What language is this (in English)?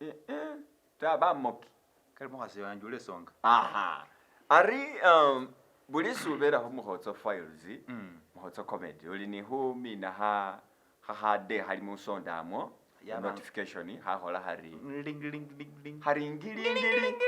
Masaaba